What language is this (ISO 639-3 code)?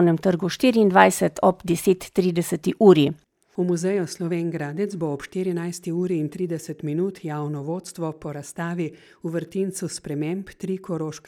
slv